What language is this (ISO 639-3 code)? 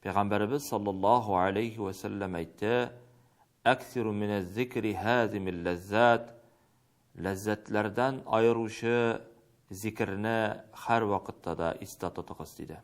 tat